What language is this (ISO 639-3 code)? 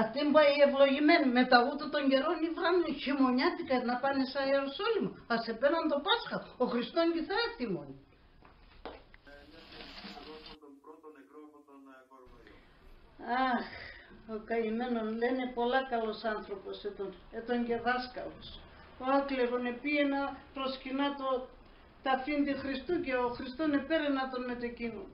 pnt